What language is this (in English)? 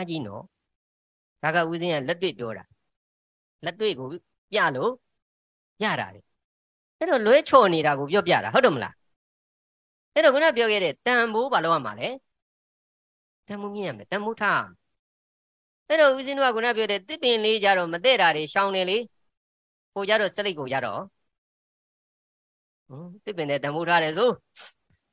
Burmese